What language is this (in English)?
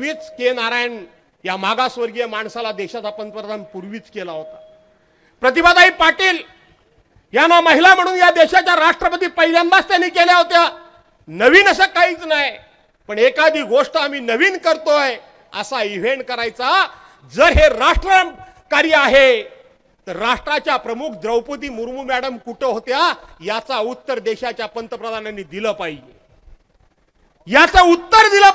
Marathi